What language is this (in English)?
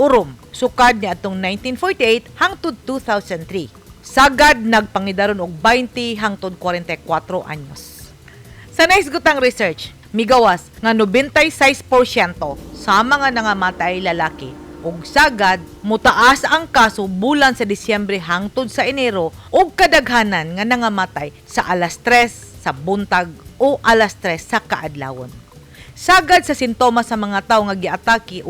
Cebuano